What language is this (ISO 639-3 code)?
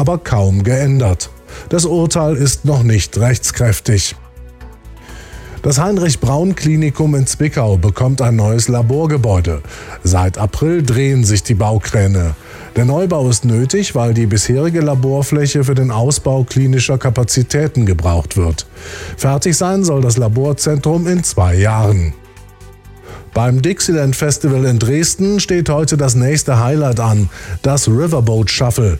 deu